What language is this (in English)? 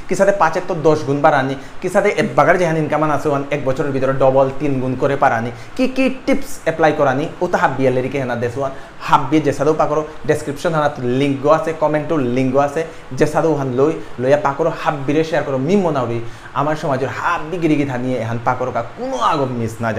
Bishnupriya